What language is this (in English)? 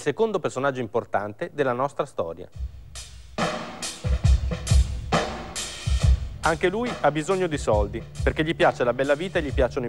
Italian